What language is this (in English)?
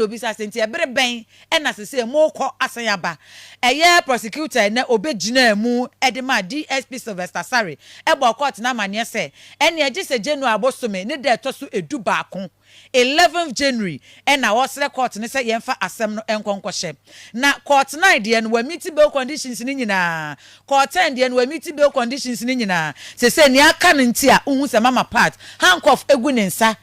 Akan